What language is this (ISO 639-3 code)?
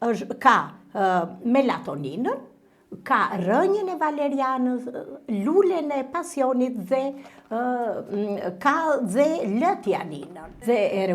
sqi